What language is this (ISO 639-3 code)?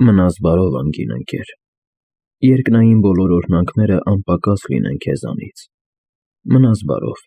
hye